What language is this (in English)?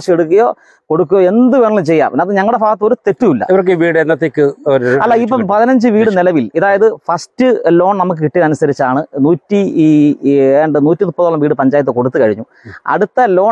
Malayalam